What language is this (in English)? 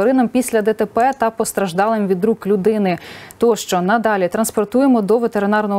Ukrainian